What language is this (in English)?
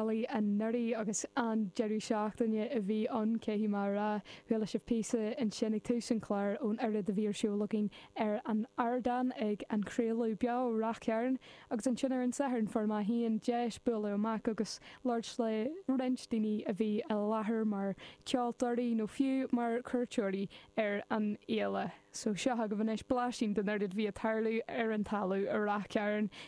Irish